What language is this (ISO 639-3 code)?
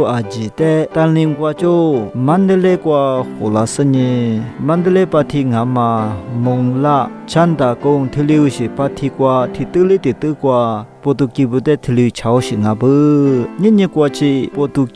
lis